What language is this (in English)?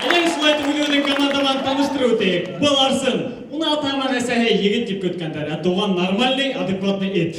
Bashkir